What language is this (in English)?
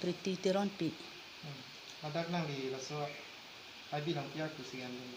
Karbi